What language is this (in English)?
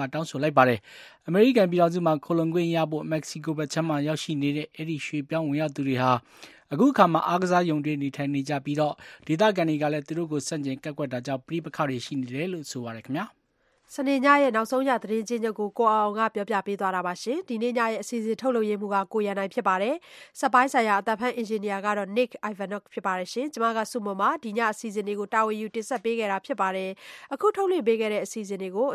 Burmese